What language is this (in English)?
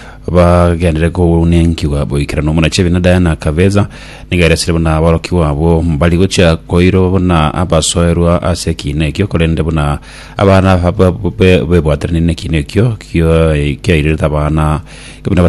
Gusii